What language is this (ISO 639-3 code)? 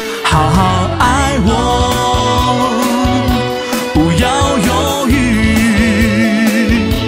zho